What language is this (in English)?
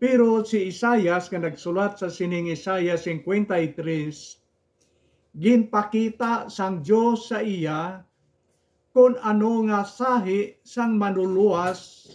Hiligaynon